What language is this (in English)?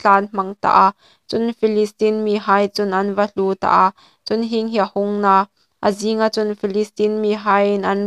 Hmar